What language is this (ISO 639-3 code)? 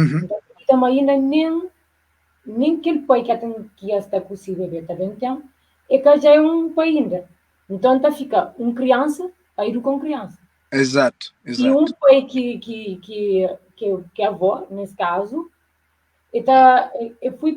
kea